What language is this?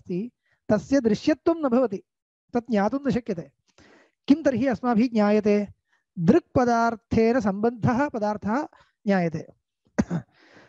Sanskrit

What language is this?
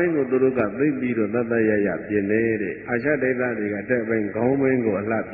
Burmese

